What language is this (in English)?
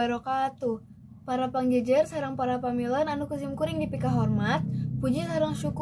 Sundanese